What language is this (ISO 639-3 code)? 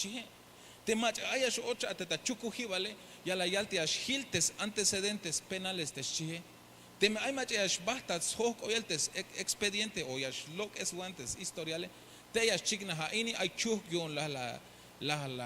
tzh